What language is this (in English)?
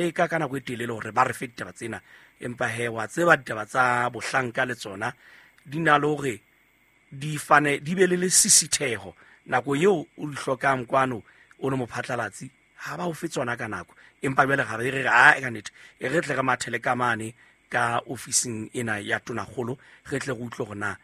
Southern Sotho